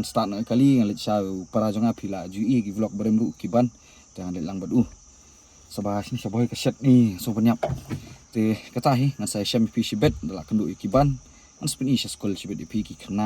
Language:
Khasi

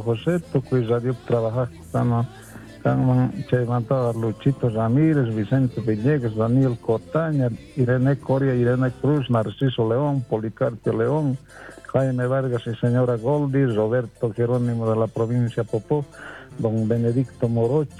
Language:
South Bolivian Quechua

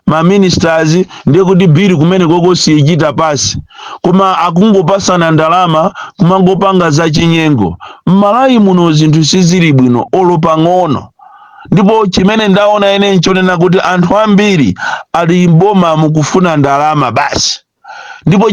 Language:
Nyanja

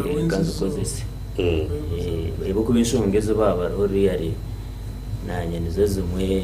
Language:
Nyankole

